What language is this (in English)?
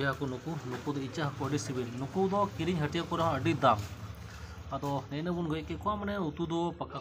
Santali